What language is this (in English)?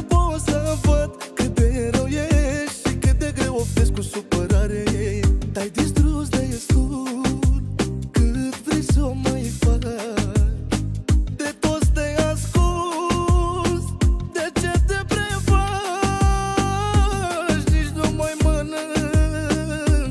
Romanian